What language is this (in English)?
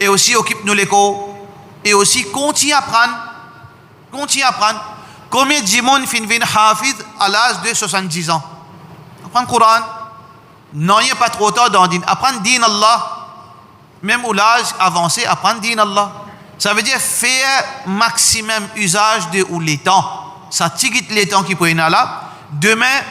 Morisyen